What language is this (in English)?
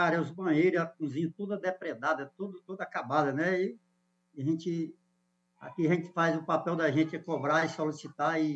Portuguese